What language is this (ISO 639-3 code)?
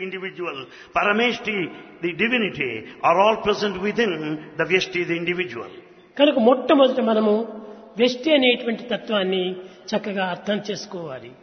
tel